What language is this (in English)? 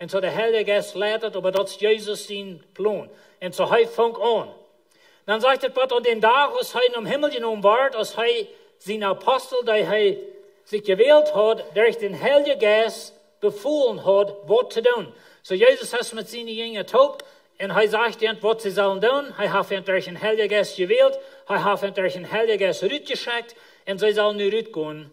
Plautdietsch